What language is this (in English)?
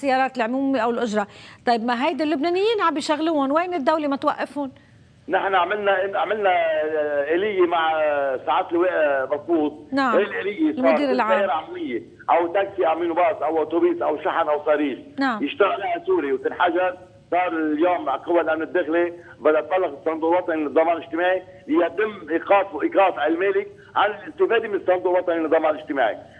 North Levantine Arabic